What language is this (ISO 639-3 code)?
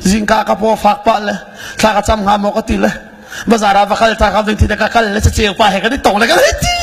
cnh